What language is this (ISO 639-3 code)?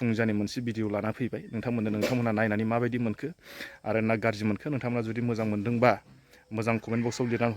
brx